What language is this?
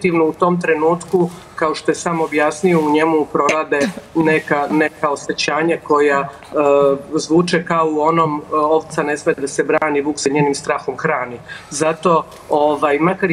Serbian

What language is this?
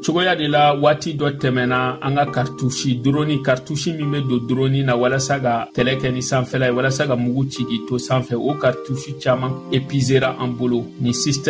Bambara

